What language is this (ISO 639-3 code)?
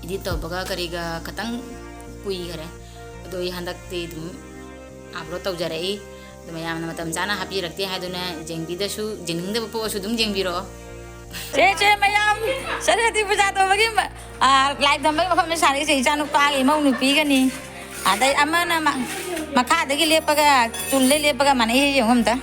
mni